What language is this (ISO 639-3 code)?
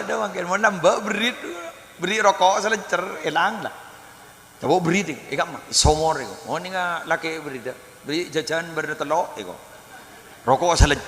mad